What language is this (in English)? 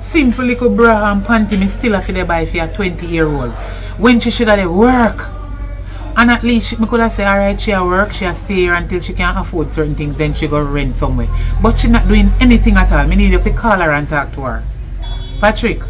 Jamaican Creole English